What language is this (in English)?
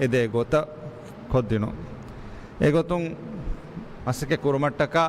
Divehi